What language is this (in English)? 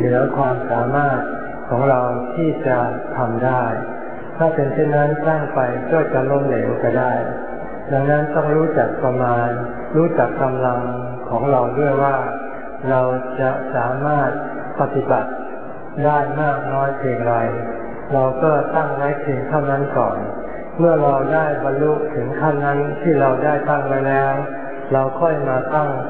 Thai